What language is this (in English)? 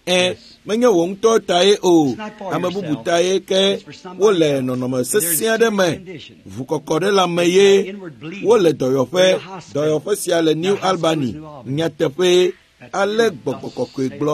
Ewe